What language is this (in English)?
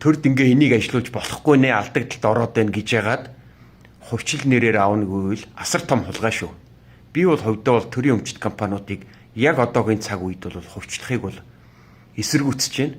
Mongolian